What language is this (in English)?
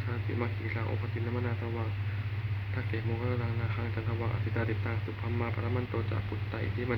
Pali